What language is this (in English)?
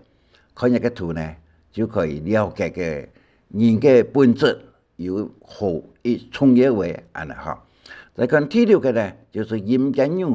Hakka Chinese